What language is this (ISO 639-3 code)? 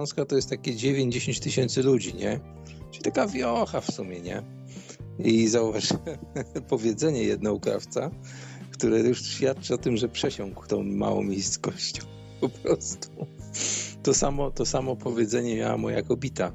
pol